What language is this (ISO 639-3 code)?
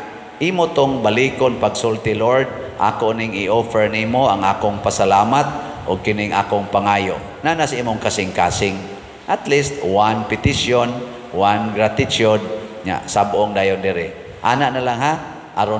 ceb